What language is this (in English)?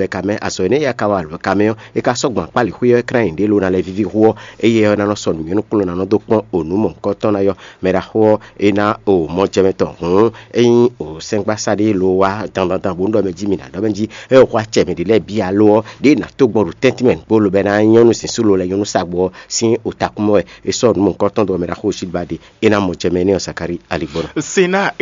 Fon